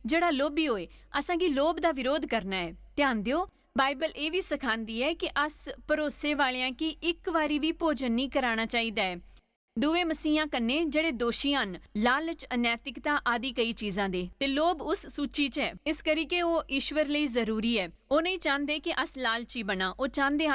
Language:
Dogri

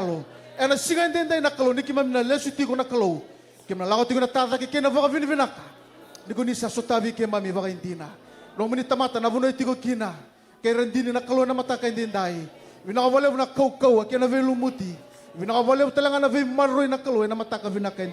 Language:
Fijian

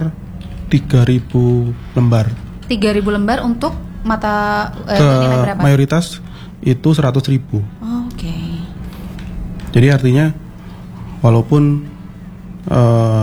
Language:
Indonesian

